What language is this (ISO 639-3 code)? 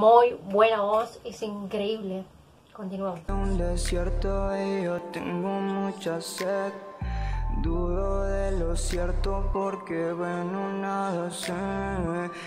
spa